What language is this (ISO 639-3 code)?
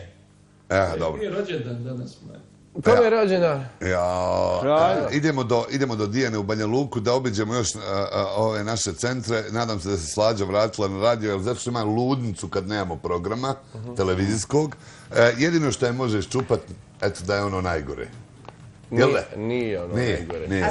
bos